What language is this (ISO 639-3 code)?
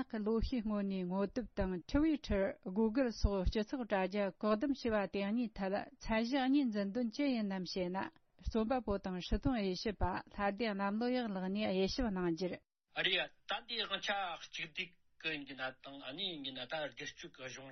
bod